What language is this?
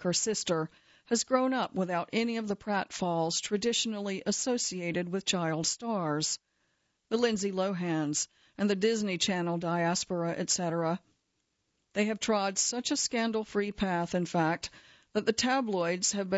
English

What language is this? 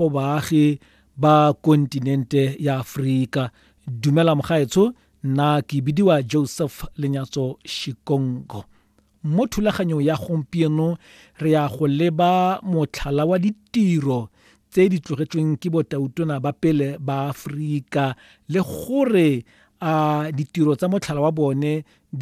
Tswana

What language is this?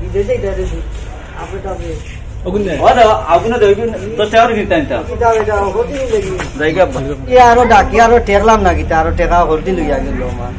Sylheti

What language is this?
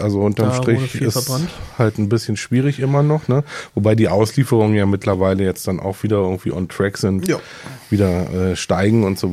German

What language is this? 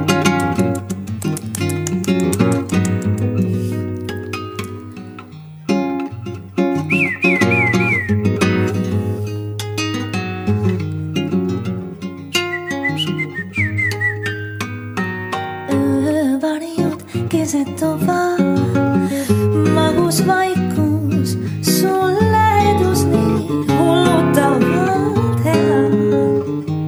Estonian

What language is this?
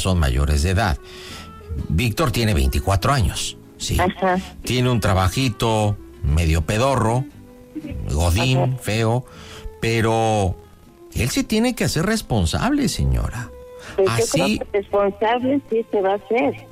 Spanish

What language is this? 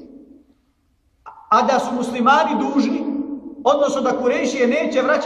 Bosnian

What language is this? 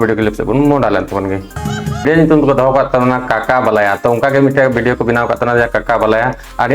Santali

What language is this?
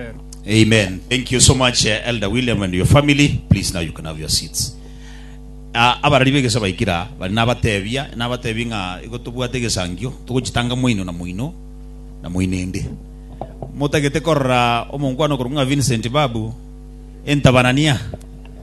Gusii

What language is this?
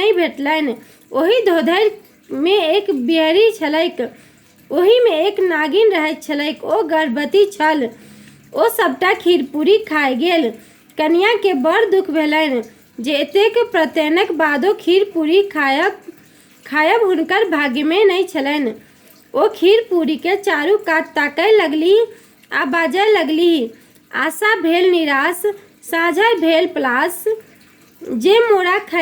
Maithili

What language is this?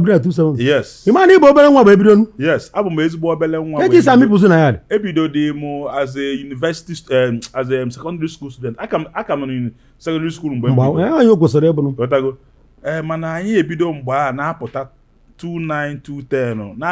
Igbo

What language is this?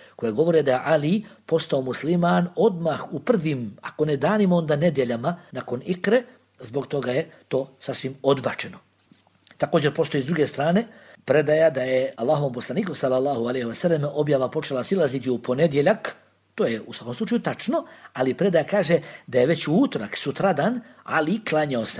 Bosnian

